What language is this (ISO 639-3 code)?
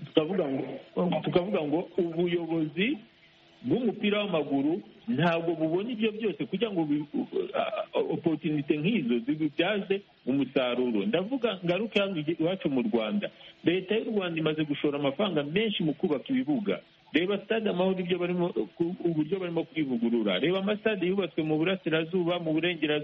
kin